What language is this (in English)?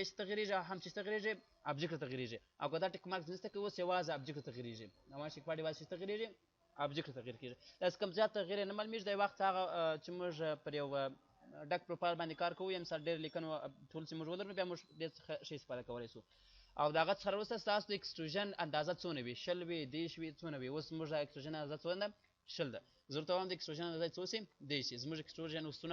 Pashto